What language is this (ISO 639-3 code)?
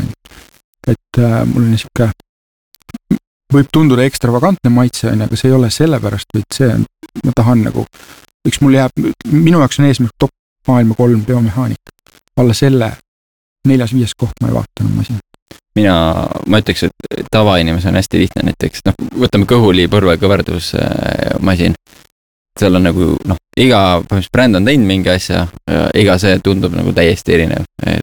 est